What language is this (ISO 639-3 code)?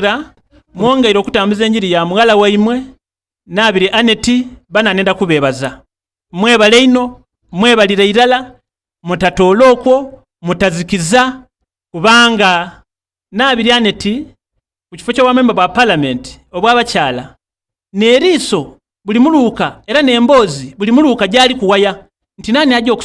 xog